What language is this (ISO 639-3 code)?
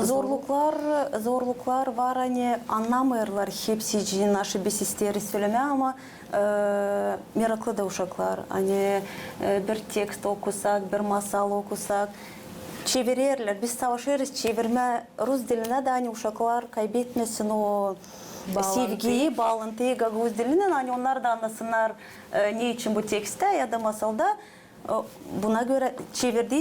gag